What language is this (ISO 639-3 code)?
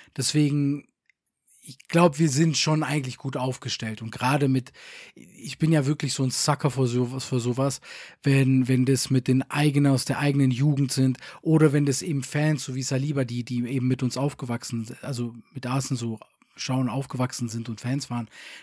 deu